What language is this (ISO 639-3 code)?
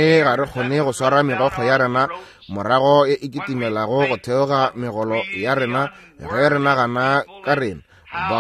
nso